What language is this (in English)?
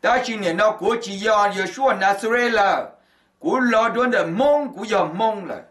Hmong